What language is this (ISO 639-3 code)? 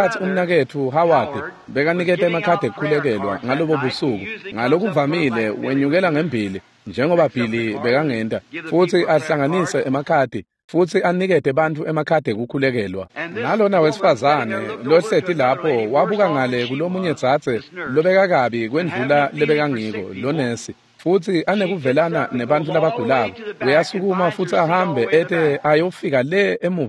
ssw